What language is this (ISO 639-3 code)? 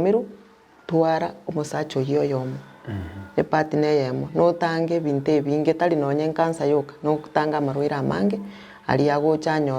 guz